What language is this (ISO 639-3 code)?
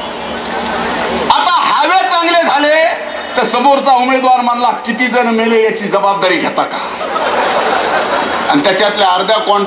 mar